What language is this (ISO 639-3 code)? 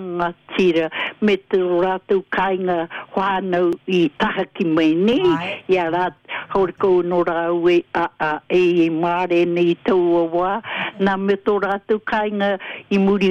mri